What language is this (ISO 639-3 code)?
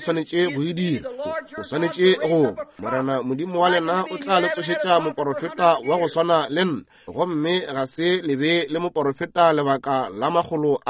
nso